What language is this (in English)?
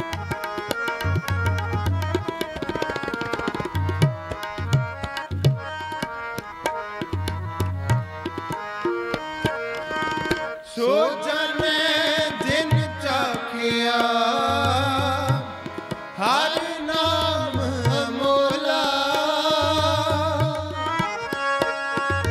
Punjabi